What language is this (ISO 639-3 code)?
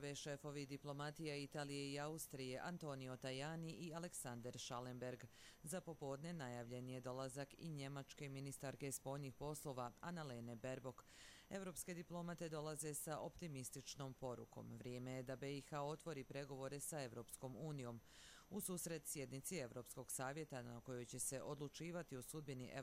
bos